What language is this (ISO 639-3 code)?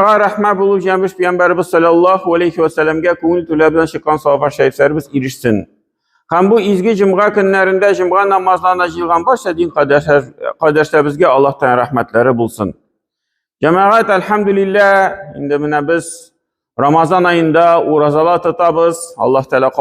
tat